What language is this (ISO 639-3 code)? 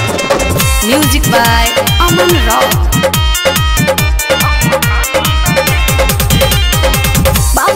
bho